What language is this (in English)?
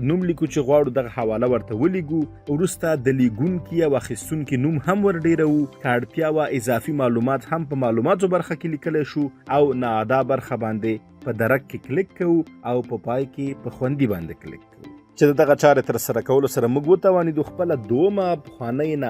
Pashto